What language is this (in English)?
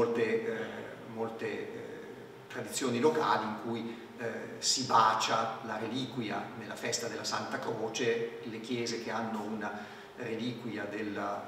Italian